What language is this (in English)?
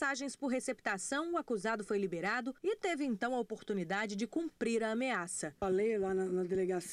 Portuguese